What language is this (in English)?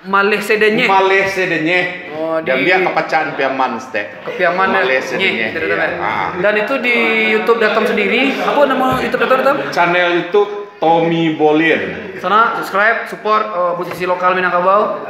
Minangkabau